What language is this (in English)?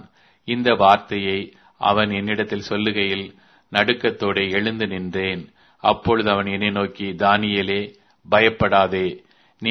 Tamil